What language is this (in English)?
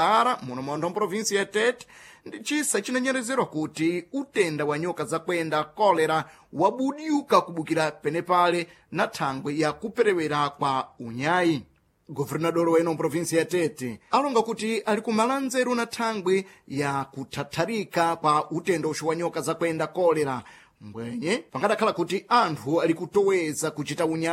Sena